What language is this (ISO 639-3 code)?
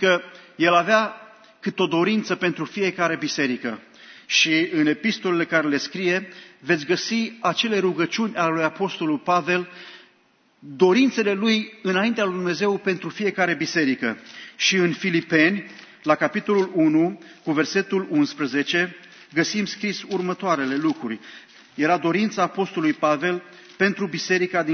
ron